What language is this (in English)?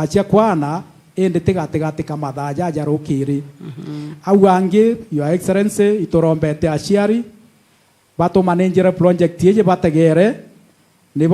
Meru